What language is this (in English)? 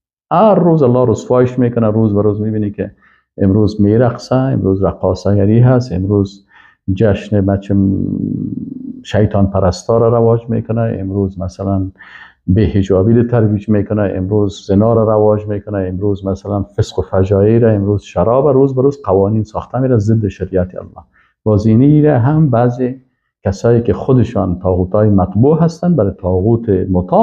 Persian